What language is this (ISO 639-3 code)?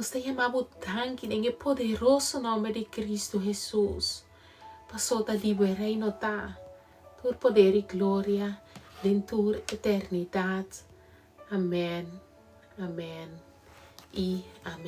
pap